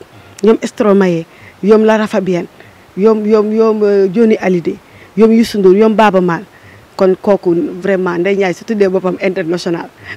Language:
Wolof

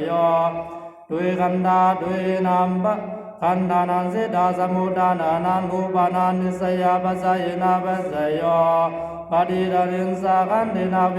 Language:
Pali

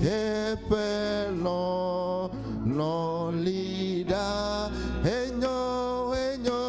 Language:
Ewe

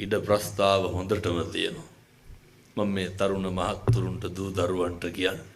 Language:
Sinhala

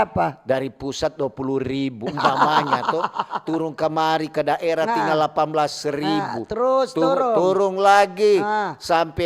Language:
Manado Malay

